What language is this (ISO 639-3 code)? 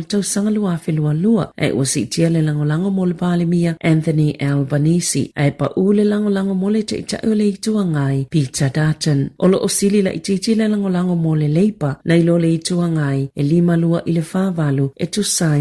smo